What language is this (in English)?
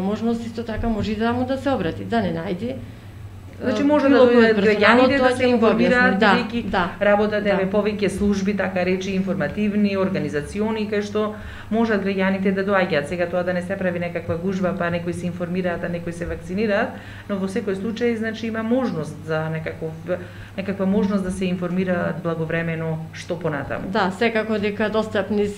Macedonian